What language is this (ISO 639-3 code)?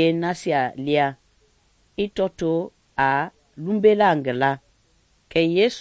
men